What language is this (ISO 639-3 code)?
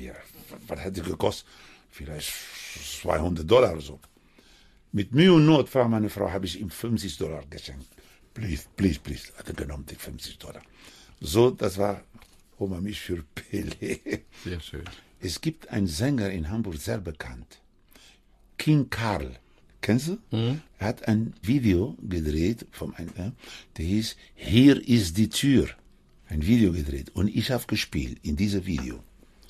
deu